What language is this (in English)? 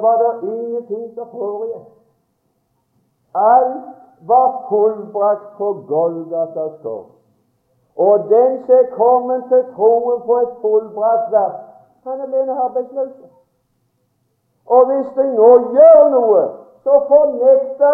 Norwegian